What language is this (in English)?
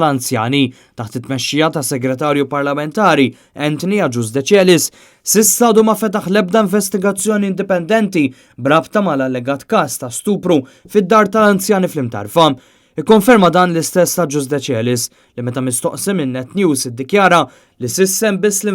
Maltese